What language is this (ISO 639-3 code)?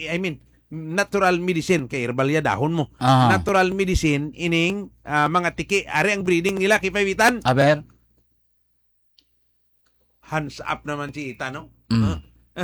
hil